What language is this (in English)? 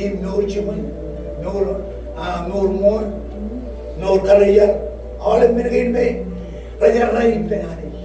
Marshallese